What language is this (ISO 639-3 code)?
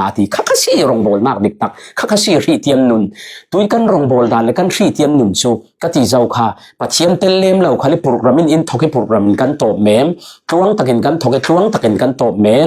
cfm